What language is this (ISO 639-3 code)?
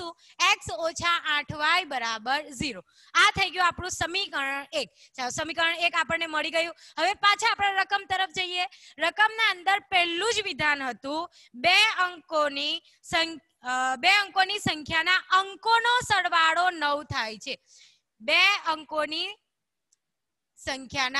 guj